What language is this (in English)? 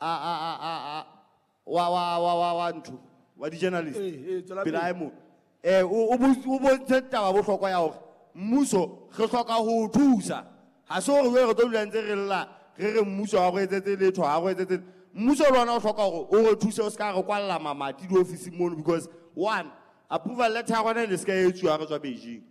Southern Sotho